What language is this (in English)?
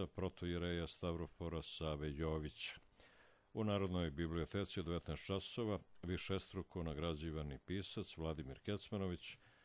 Croatian